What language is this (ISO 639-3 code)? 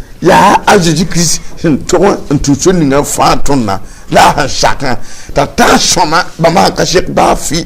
mos